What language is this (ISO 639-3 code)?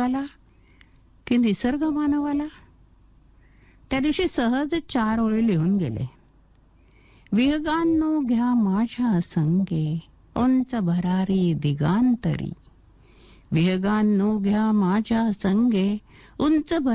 mar